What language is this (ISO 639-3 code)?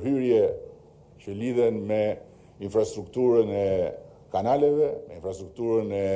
sqi